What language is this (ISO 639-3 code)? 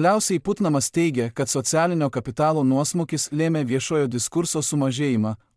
lit